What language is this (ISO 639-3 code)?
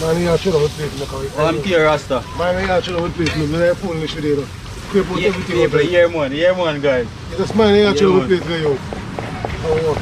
jam